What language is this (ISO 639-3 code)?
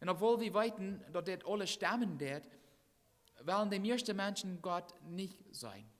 pdt